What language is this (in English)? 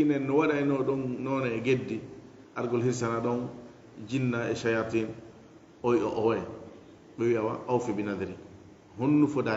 Fula